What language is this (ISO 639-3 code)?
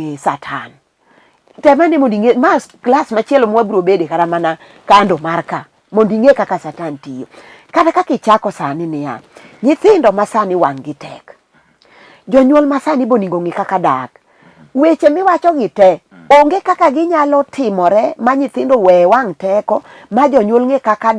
luo